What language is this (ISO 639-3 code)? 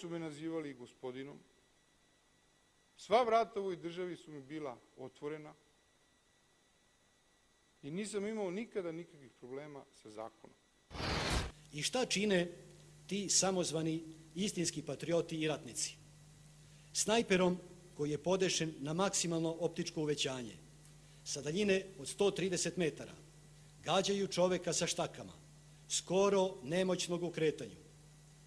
srp